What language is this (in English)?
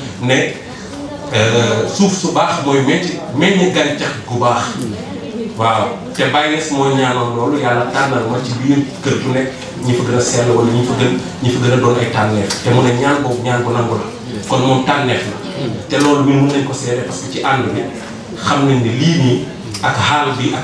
Wolof